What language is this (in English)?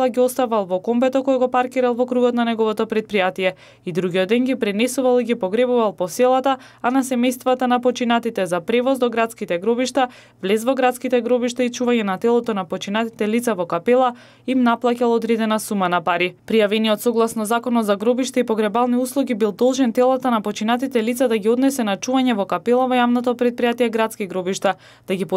Macedonian